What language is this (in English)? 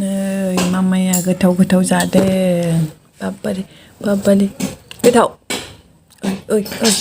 Bodo